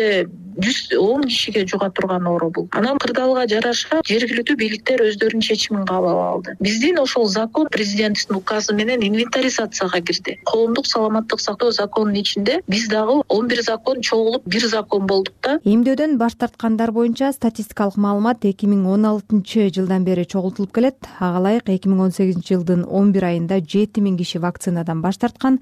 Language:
Kyrgyz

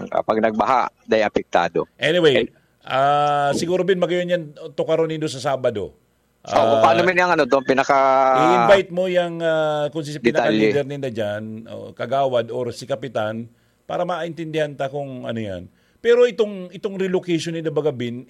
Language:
Bikol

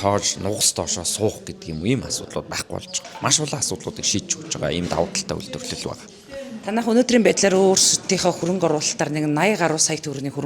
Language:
Mongolian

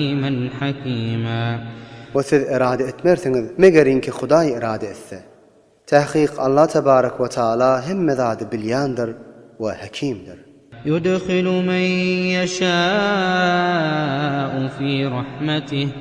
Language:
Turkmen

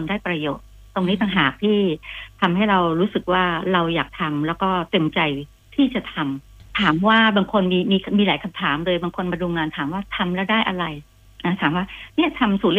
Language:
Thai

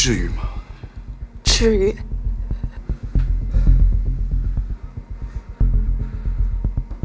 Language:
Chinese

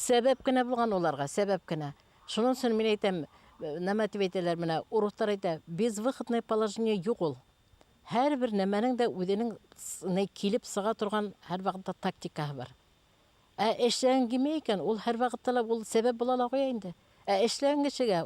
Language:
Bashkir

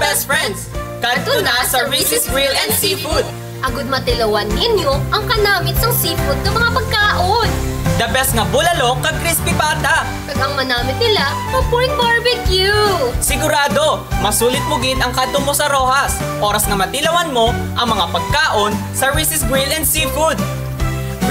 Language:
Hiligaynon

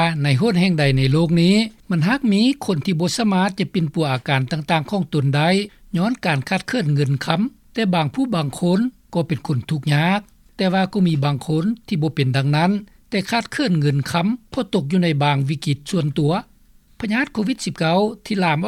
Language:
Lao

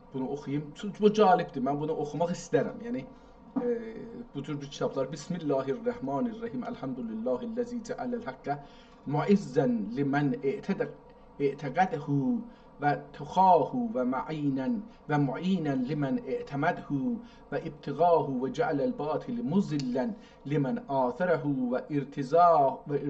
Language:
South Azerbaijani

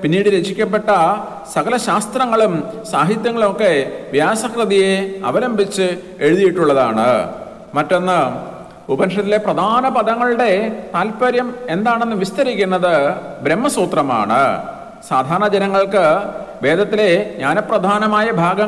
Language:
Malayalam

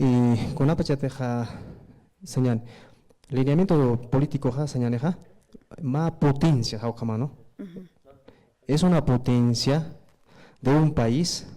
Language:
Aymara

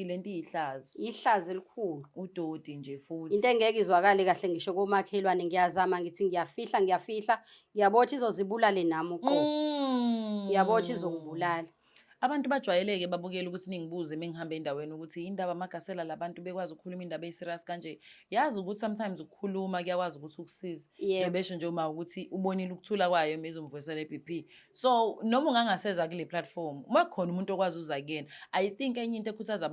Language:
Zulu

